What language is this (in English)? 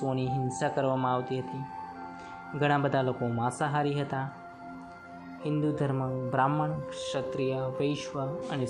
Gujarati